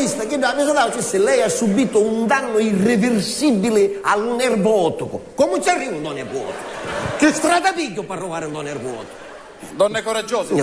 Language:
Sicilian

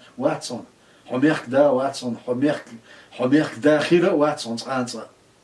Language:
Chechen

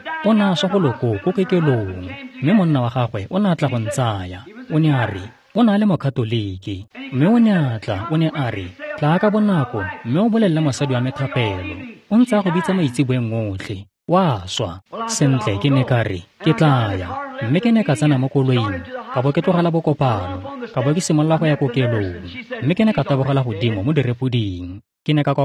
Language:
Tswana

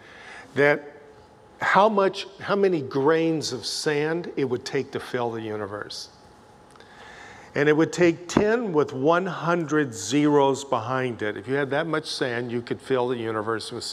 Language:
English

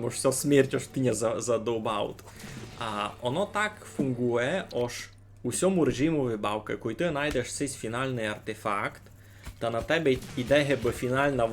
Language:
Rusyn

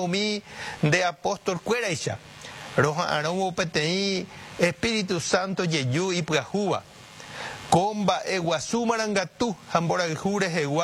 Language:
Guarani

